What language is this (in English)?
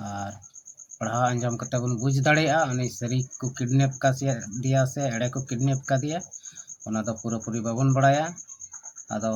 Santali